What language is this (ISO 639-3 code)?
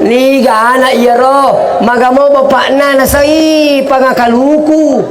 bug